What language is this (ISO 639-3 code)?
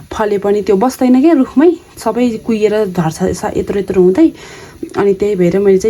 nep